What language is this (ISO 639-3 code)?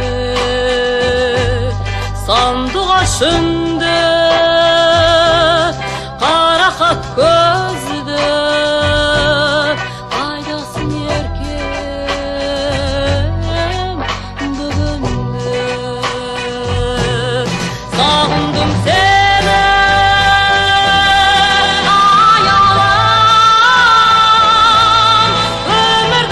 kaz